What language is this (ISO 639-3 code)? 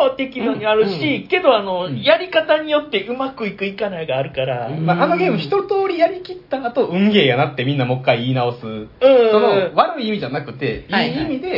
jpn